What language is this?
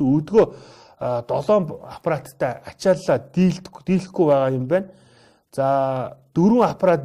Mongolian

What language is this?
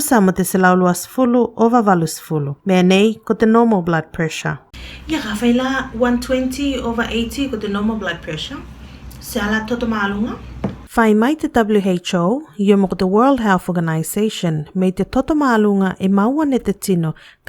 Tuvalu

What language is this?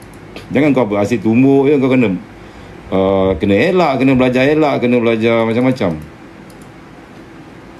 Malay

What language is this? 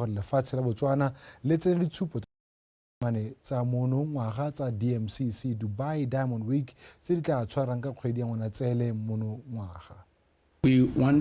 Tswana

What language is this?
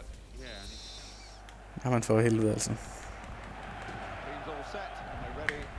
Danish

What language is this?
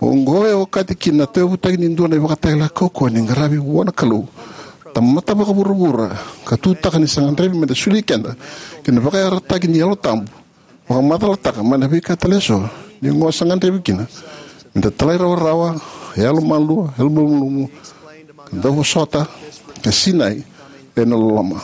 Fijian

